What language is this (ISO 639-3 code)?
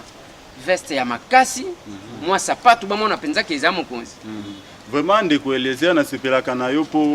lin